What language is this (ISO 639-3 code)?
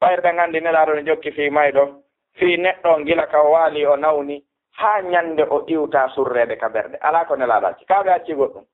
ful